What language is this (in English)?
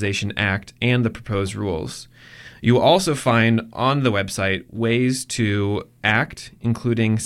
English